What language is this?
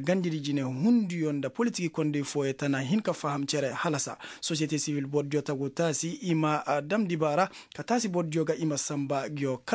Koyraboro Senni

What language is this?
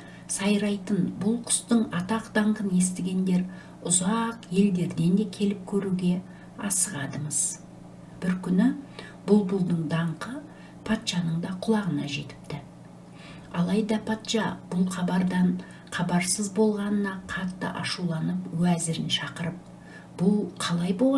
Kazakh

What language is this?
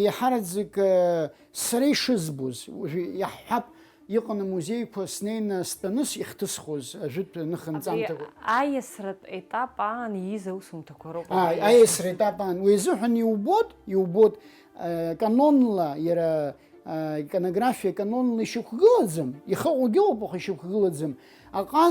Abkhazian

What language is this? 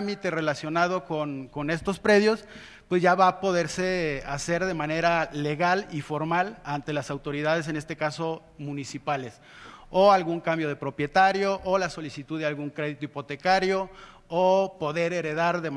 Spanish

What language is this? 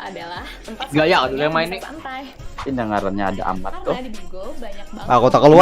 Banjar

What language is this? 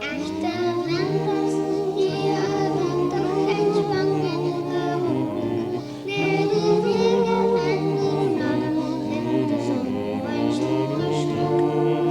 Limburgish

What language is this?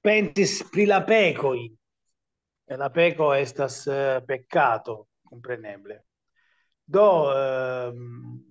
Esperanto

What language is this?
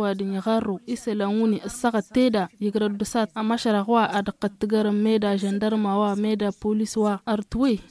Tamasheq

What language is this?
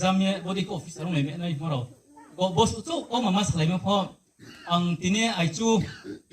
Riang (India)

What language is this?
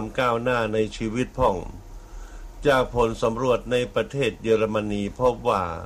Thai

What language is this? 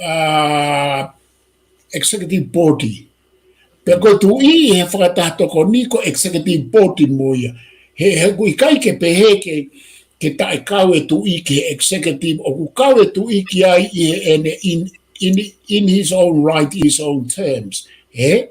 Tongan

